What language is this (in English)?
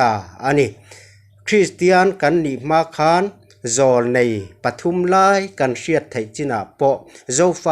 Mizo